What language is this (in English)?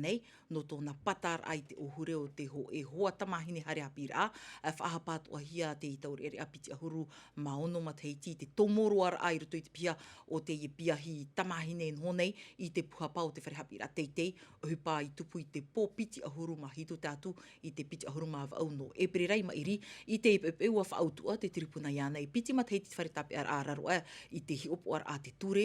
Tahitian